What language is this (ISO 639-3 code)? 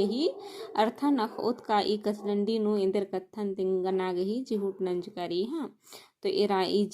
kru